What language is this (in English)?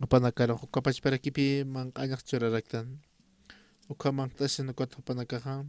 Aymara